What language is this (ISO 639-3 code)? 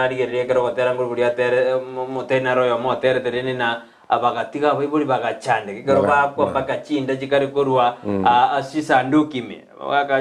guz